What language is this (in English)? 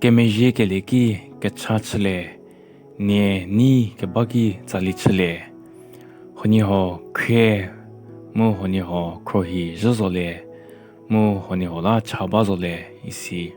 Angami Naga